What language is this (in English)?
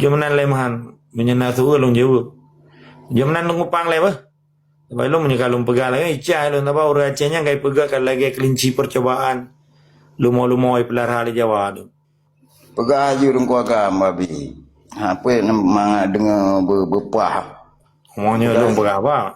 Achinese